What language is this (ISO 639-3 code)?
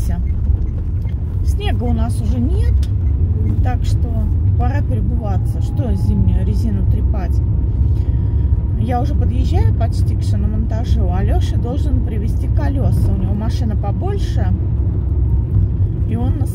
rus